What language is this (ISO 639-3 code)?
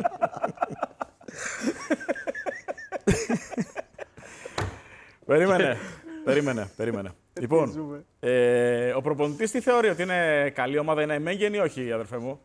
ell